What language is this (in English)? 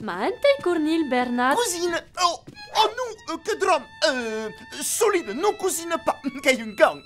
Occitan